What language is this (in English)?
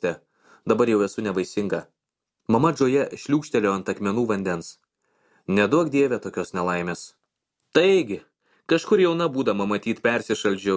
Lithuanian